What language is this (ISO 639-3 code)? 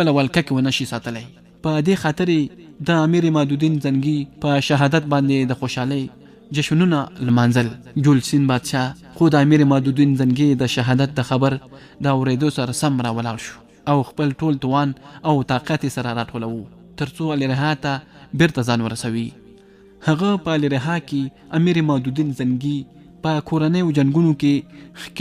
pus